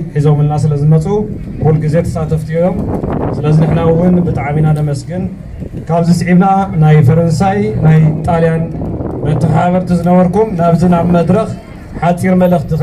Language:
Tigrinya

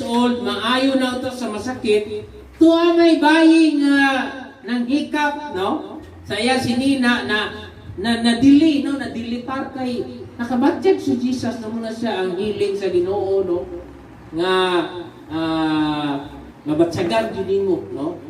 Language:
Cebuano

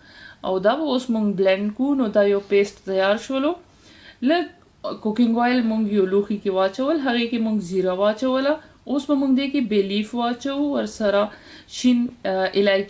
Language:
Pashto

